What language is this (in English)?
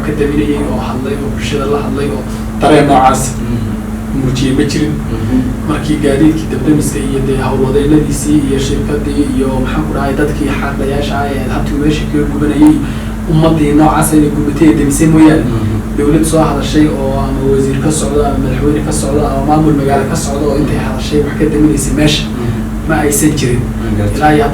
Somali